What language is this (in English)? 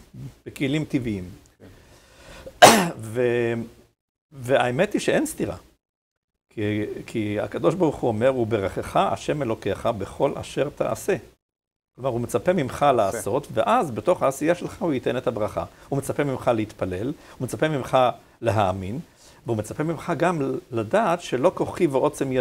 Hebrew